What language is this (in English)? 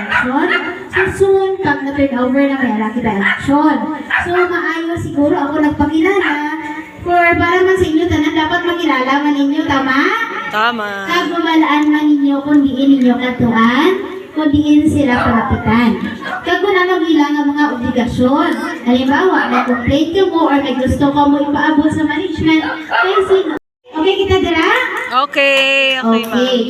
Hiligaynon